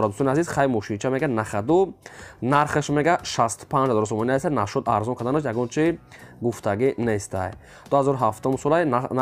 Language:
Tajik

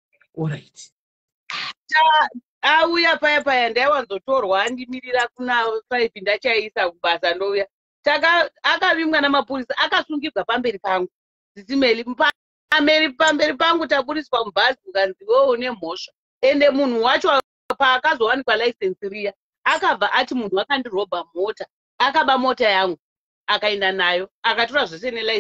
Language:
Shona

